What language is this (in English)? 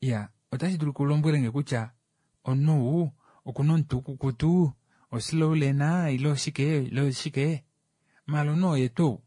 Kuanyama